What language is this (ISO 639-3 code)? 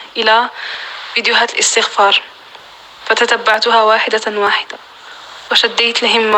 apc